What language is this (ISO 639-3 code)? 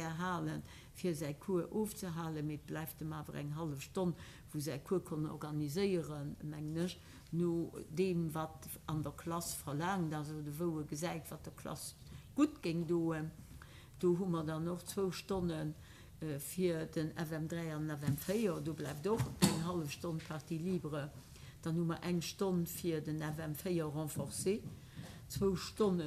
ltz